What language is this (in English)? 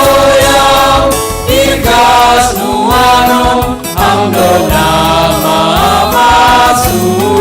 Batak Simalungun